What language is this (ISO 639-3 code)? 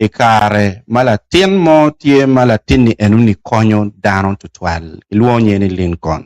ach